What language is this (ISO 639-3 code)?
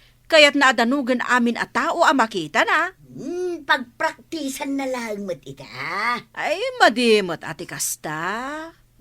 ilo